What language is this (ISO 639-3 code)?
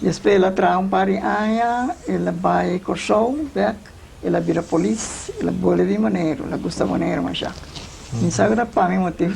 pap